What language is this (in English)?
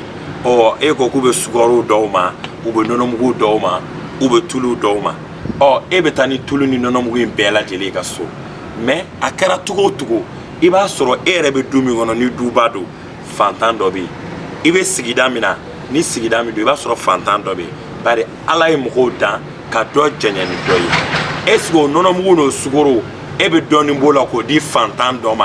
Bambara